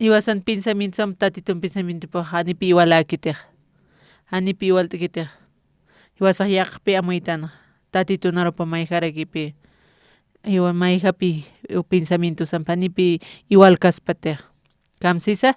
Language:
Aymara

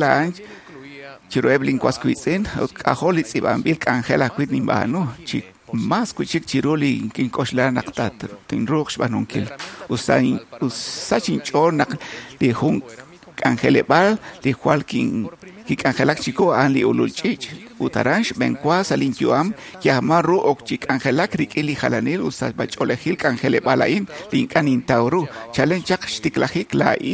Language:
Kekchí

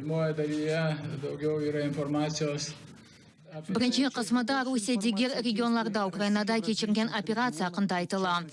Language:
Crimean Tatar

